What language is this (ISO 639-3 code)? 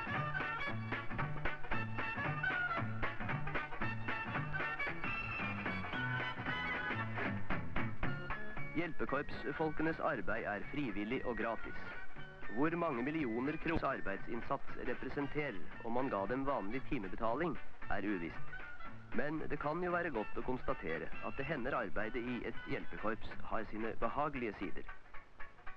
nor